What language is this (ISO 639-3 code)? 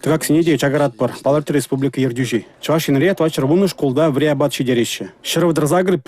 chv